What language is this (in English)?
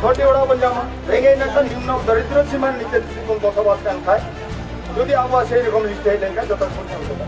Santali